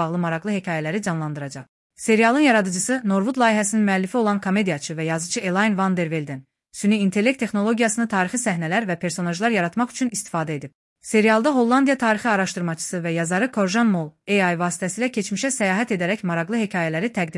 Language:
Azerbaijani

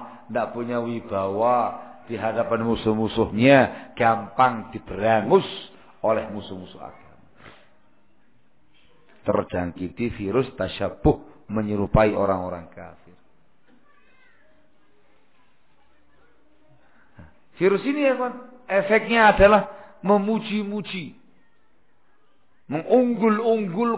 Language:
Indonesian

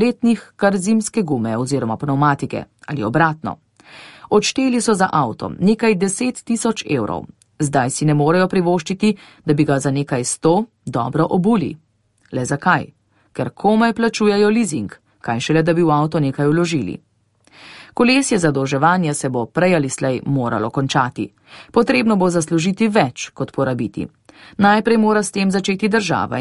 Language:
Slovenian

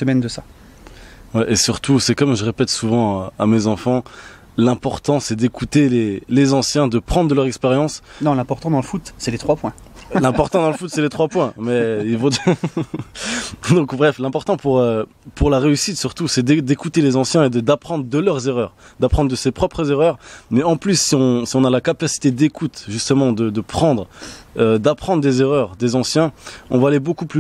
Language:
French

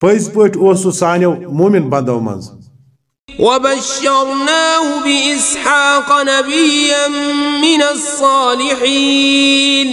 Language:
Kashmiri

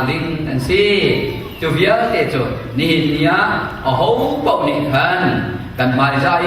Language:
Hakha Chin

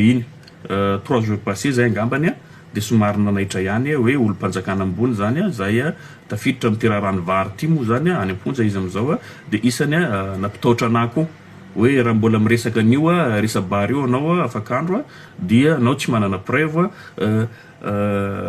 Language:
Malagasy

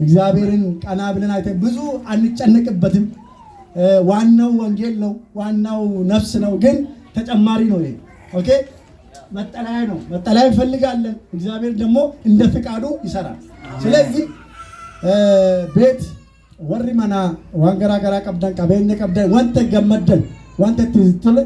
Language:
Amharic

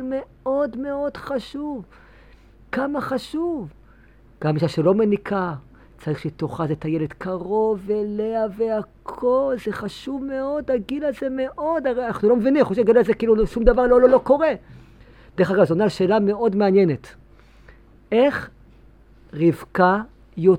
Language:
Hebrew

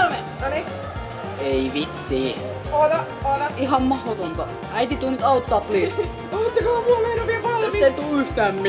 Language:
Finnish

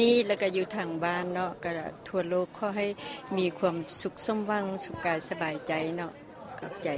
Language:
Lao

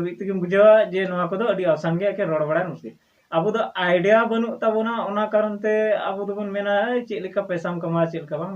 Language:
Santali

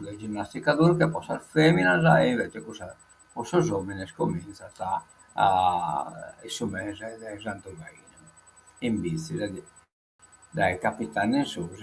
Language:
Sardinian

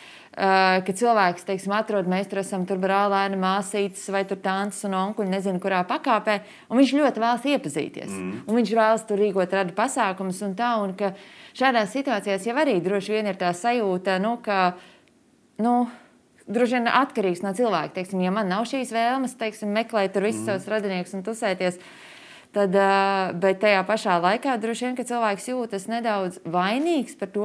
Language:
Latvian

